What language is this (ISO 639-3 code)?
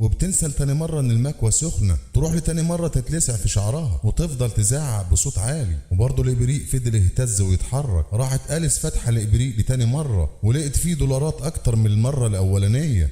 arz